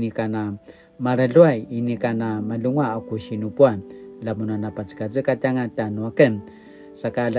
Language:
Paiwan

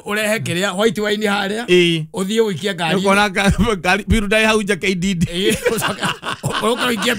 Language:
Kikuyu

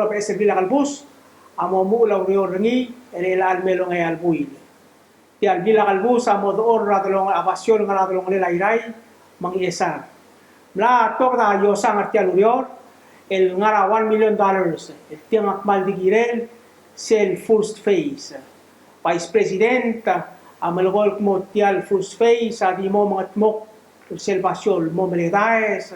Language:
Palauan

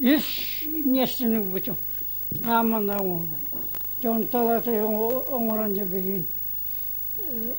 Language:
Yakut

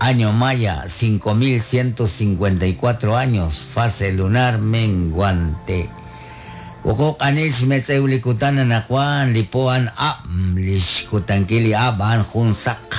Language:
Kekchí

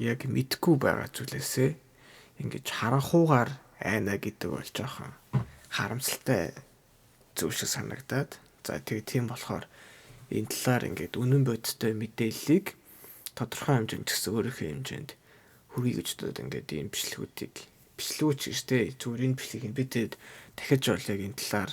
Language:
Mongolian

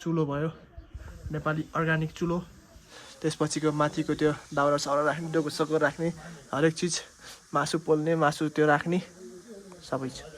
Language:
Nepali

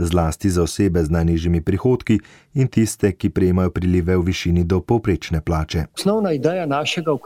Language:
Slovenian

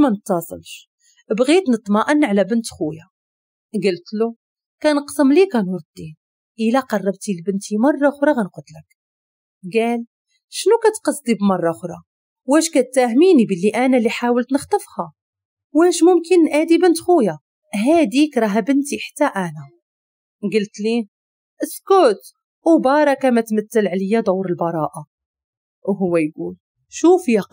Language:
Moroccan Arabic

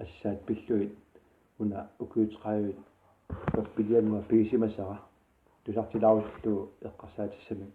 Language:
Kalaallisut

